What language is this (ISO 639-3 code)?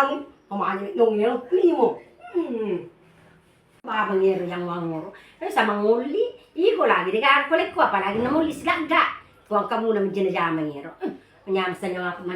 bug